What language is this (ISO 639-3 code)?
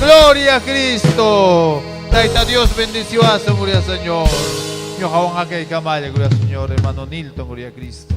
quy